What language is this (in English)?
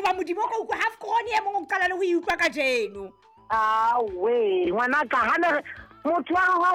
Southern Sotho